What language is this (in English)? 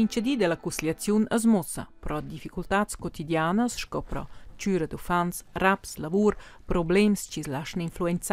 Romansh